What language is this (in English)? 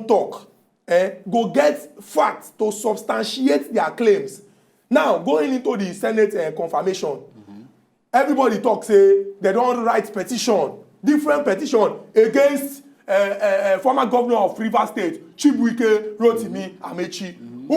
Nigerian Pidgin